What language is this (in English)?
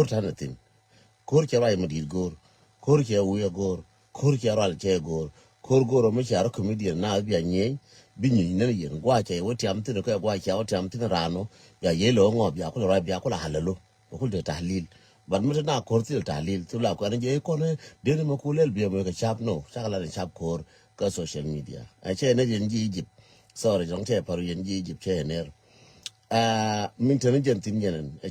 Nuer